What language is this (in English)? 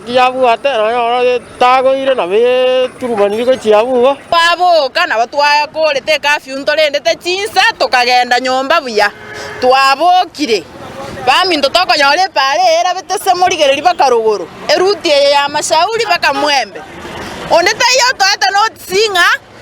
Gusii